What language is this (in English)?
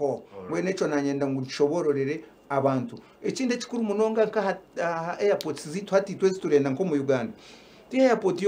Nyankole